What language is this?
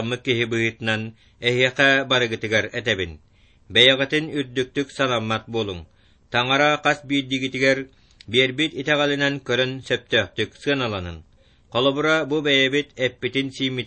Yakut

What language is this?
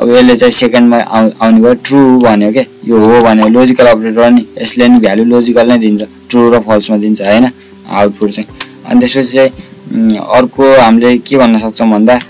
Nepali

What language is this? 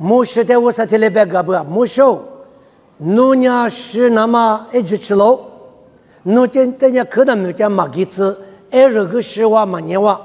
Lisu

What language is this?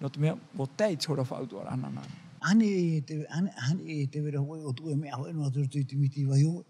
Tahitian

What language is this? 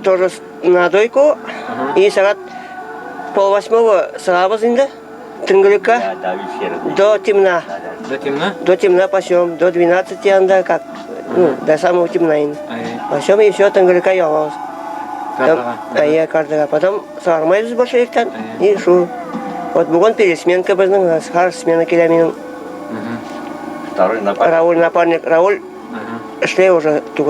Bashkir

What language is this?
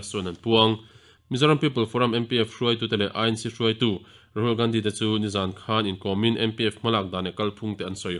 Mizo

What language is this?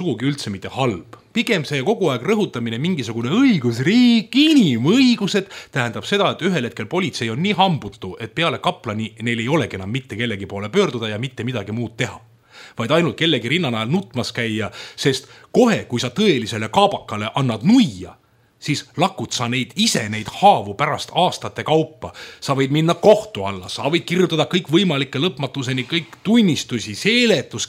Estonian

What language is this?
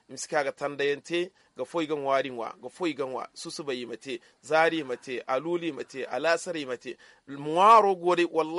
Zarma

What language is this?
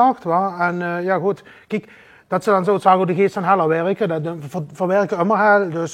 Limburgish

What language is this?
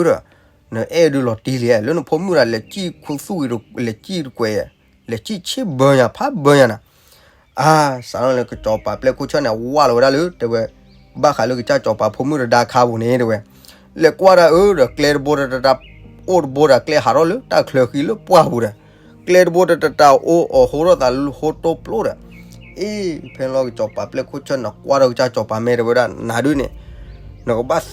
S'gaw Karen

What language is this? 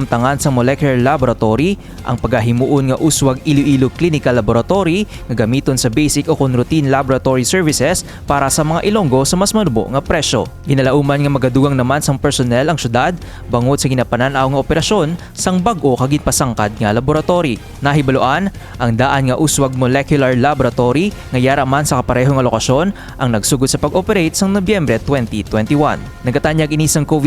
Hiligaynon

